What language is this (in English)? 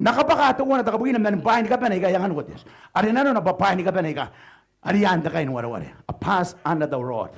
Gilbertese